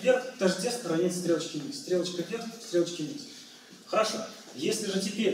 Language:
Russian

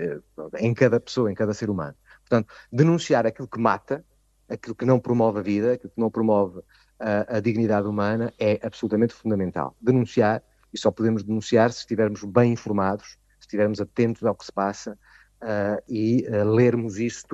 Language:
Portuguese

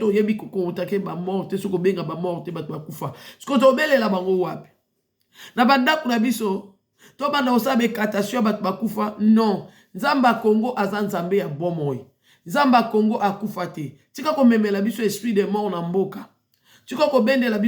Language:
Lingala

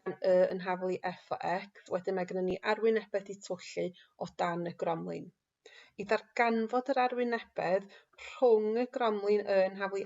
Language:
Welsh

